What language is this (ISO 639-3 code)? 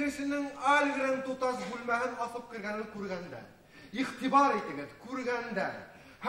bak